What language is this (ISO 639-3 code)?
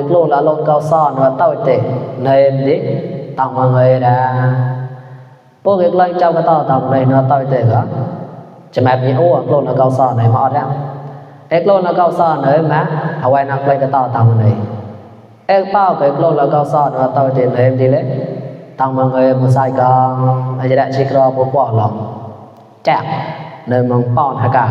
mnw